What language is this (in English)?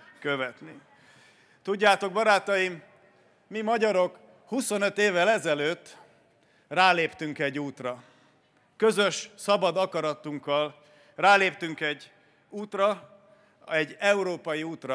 Hungarian